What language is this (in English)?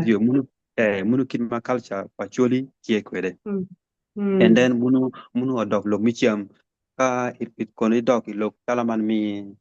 Acoli